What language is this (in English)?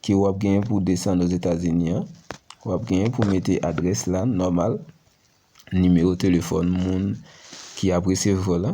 Haitian Creole